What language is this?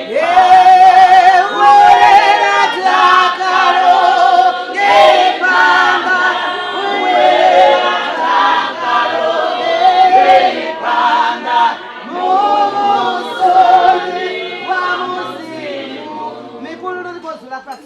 Venda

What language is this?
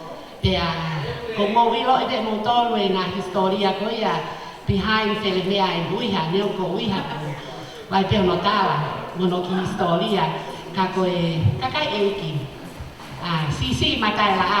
Tongan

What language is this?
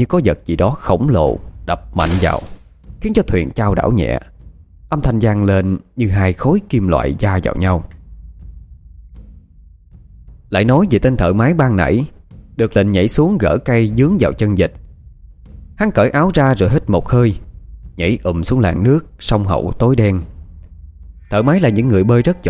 Vietnamese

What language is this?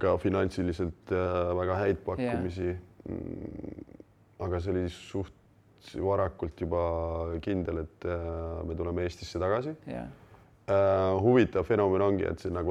Estonian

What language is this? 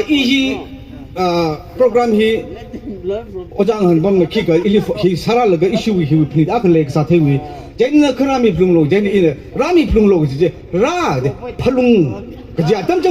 Tangkhul Naga (India)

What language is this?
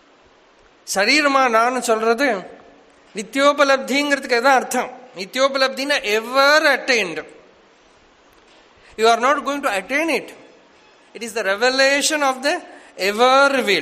Tamil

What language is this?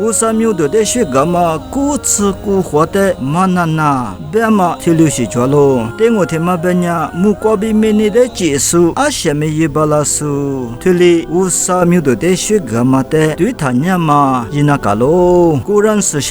Lisu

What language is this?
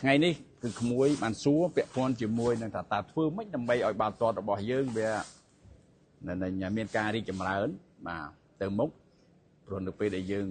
Khmer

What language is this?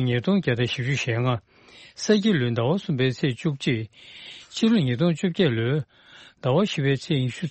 Tibetan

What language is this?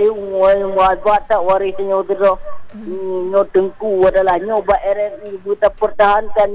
Malay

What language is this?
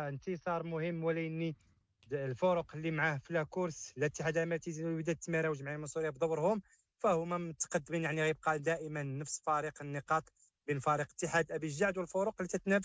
Moroccan Arabic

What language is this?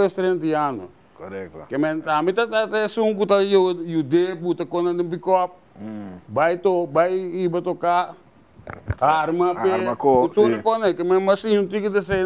Papiamento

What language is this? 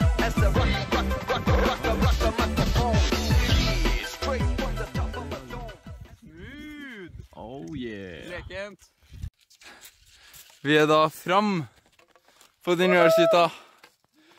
Norwegian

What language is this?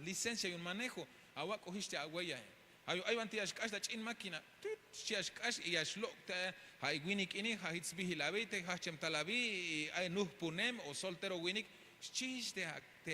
Tzeltal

